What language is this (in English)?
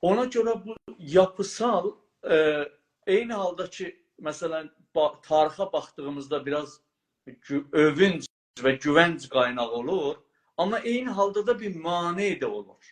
South Azerbaijani